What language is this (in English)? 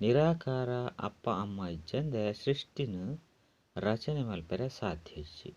Tulu